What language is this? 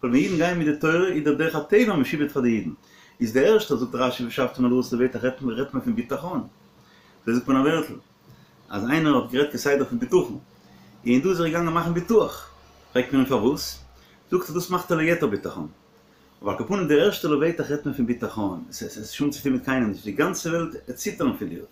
Yiddish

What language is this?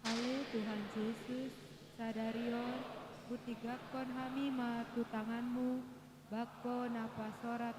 Batak Toba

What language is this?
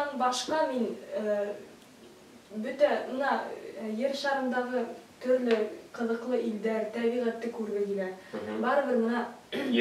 Bashkir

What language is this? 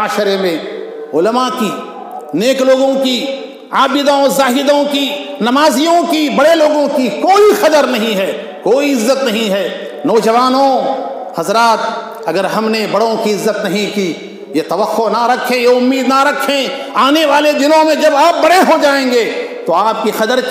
Urdu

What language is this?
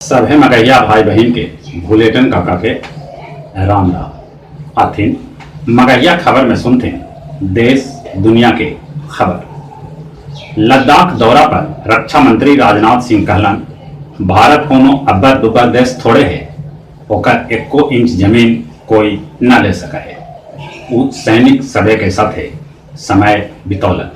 Magahi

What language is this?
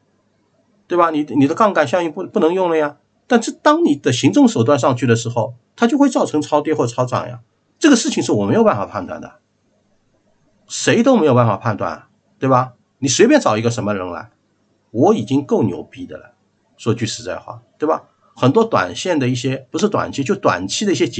Chinese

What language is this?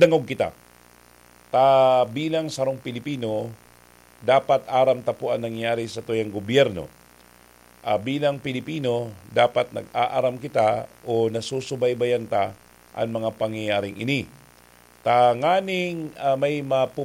Bikol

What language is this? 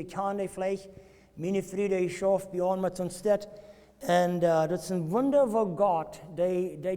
Plautdietsch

